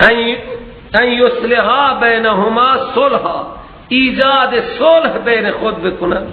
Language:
Persian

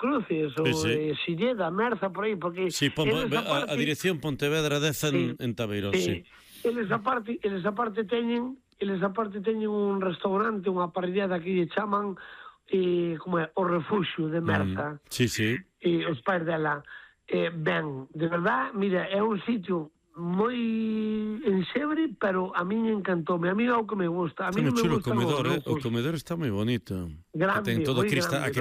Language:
Galician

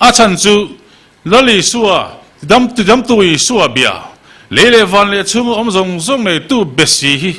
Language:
Mizo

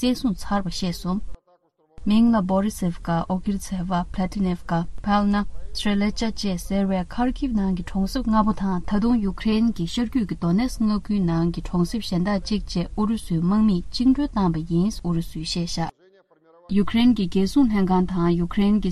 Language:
Tibetan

